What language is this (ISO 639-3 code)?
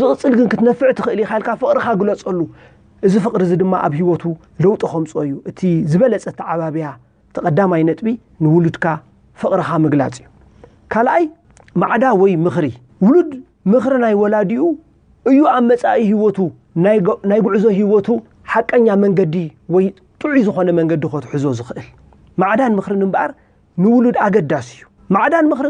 tir